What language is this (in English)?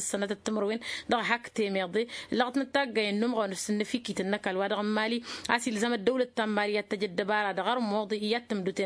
Tamasheq